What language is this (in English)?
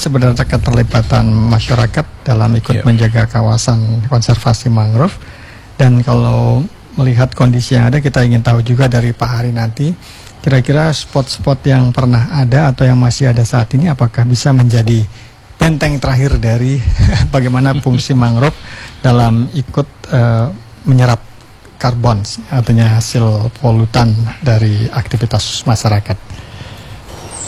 Indonesian